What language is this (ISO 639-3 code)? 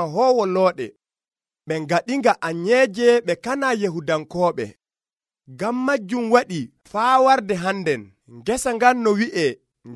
fuv